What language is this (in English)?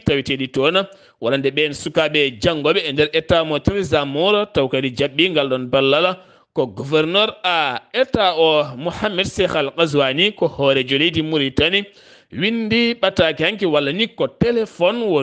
Fula